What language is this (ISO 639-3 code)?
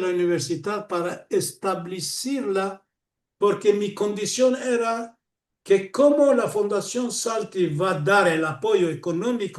lad